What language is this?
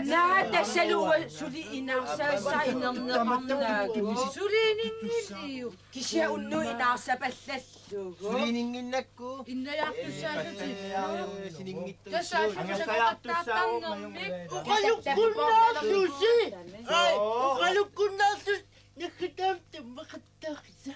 Kalaallisut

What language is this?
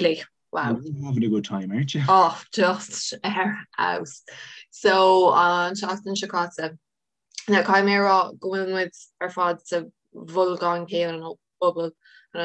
Irish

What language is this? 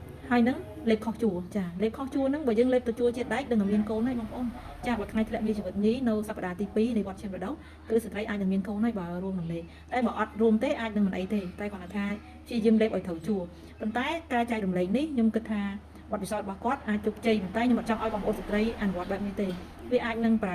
Khmer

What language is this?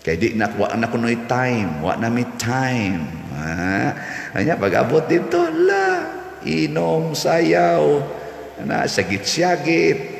Cebuano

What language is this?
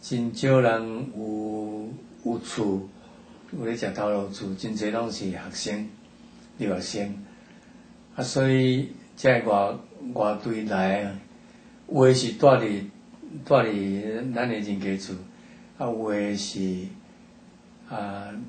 Min Nan Chinese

